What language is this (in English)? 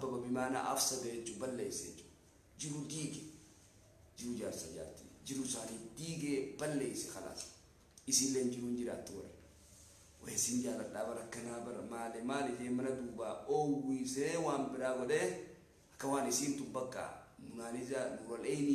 Oromo